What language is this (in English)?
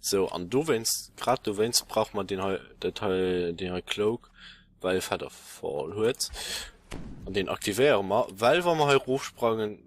Luxembourgish